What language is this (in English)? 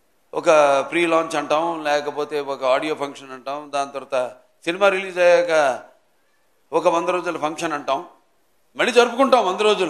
Telugu